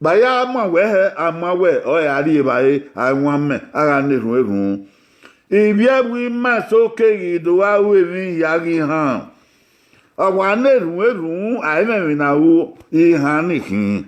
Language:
Bini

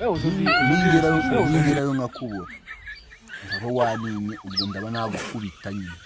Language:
Kinyarwanda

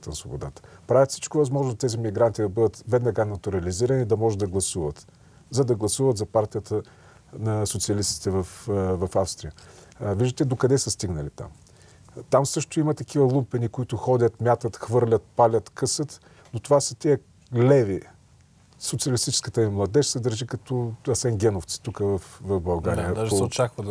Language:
Bulgarian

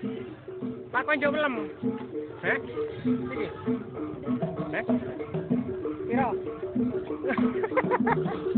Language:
Javanese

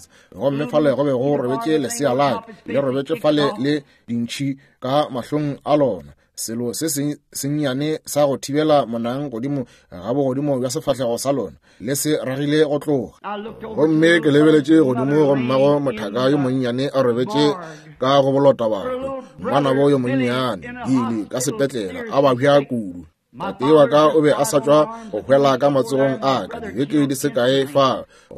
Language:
Northern Sotho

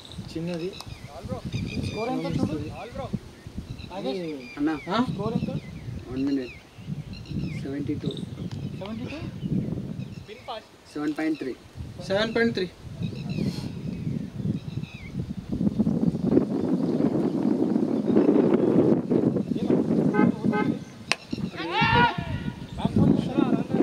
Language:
Telugu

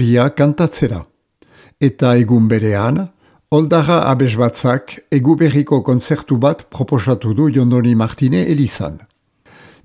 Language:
Basque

